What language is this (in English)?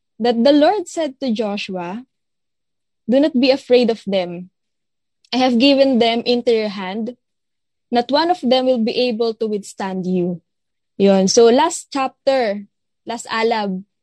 Filipino